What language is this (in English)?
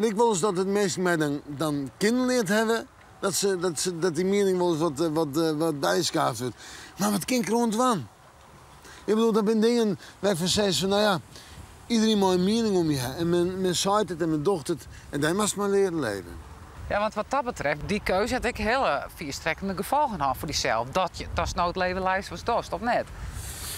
Western Frisian